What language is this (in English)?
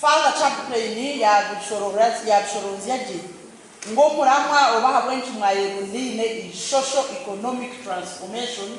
Nyankole